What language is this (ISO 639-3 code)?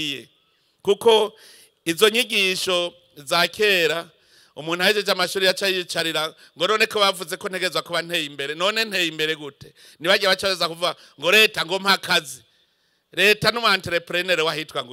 run